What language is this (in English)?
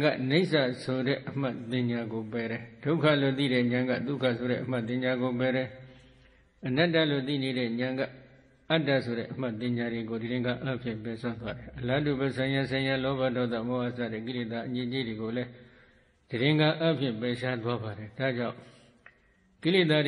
Burmese